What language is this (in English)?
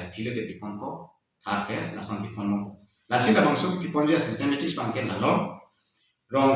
Karbi